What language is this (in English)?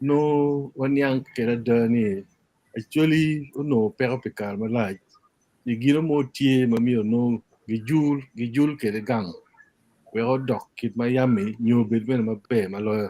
Acoli